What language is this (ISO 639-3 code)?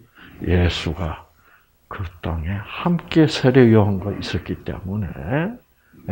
kor